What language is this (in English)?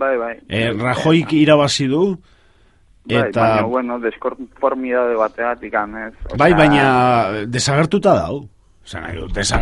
Basque